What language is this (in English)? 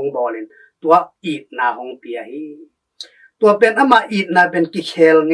Tedim Chin